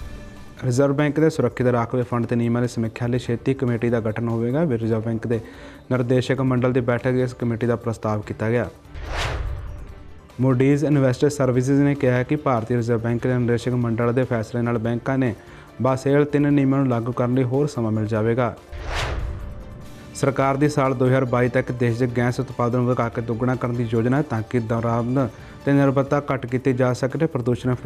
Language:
Punjabi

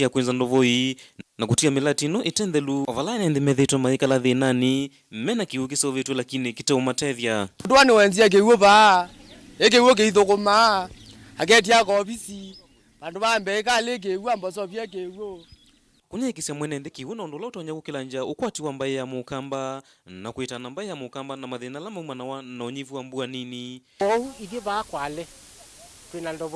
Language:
Kamba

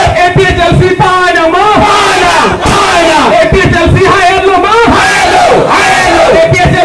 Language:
Karbi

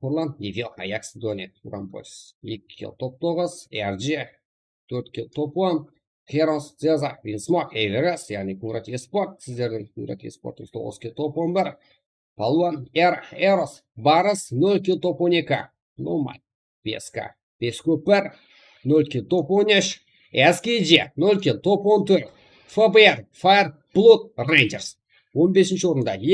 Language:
Kara-Kalpak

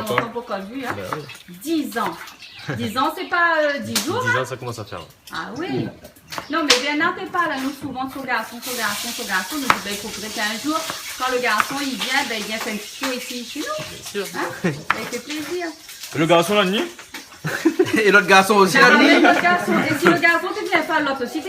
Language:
Réunion Creole French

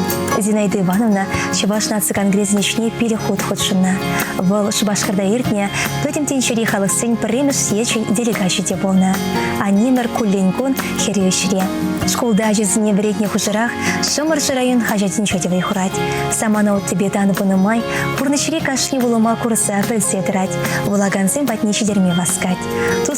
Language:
Chuvash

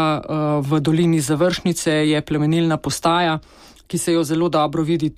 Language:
Slovenian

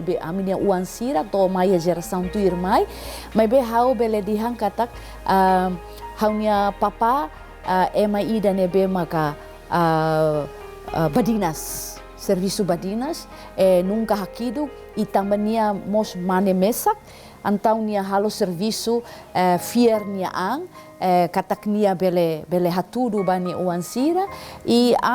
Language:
Tetum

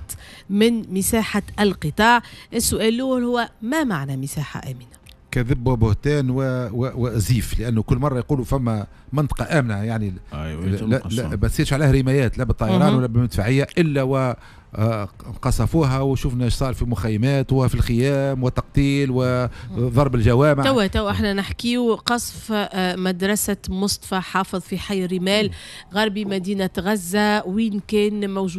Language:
Tunisian Arabic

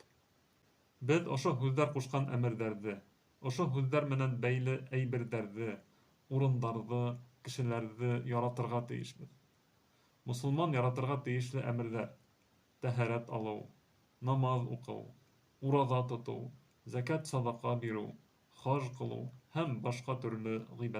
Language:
Bashkir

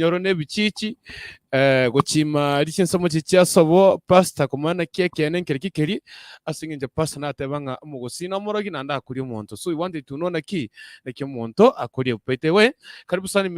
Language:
Gusii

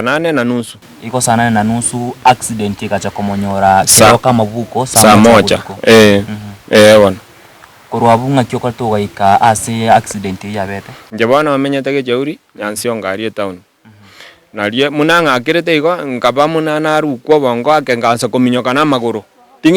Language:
Gusii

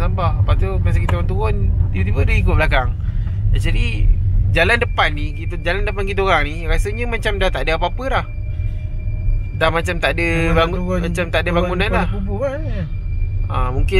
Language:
Malay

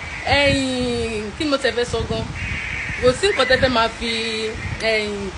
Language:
Yoruba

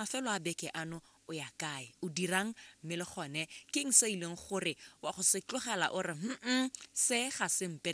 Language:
Tswana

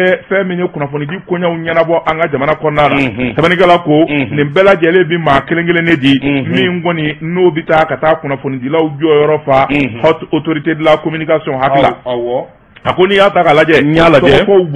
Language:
Bambara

